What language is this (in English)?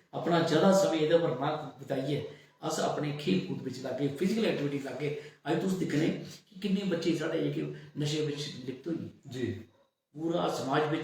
Dogri